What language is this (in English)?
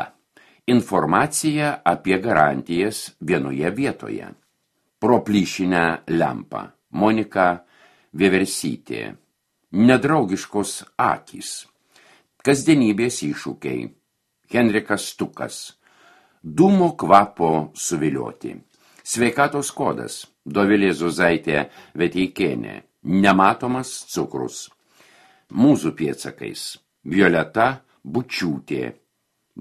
Lithuanian